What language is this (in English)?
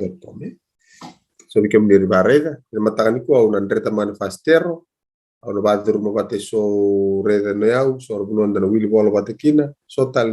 Fijian